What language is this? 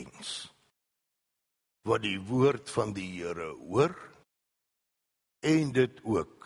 Afrikaans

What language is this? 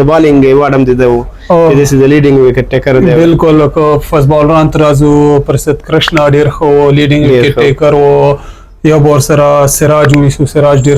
Pashto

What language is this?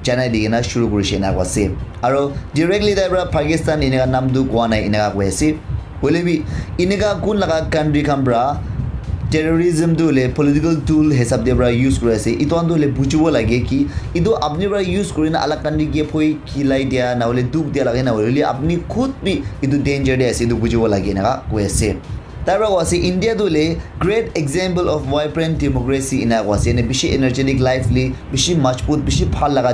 Naga Pidgin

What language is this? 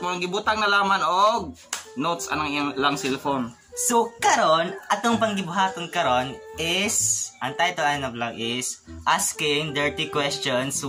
Cebuano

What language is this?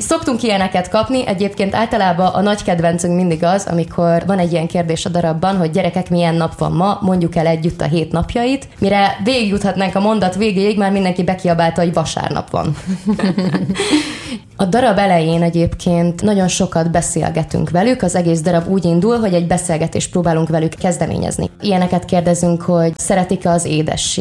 Hungarian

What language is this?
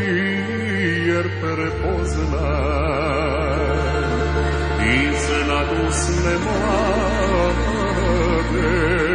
Serbian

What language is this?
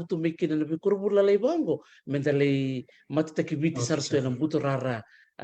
Fijian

